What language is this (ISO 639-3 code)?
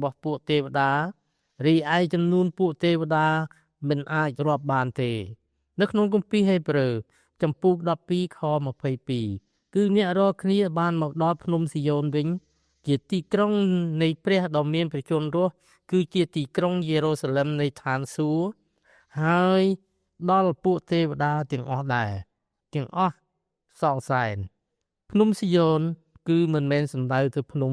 khm